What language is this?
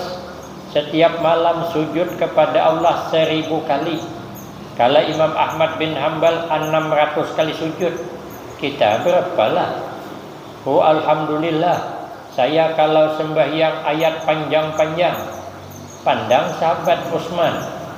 Banjar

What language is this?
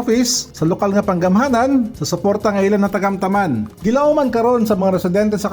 Cebuano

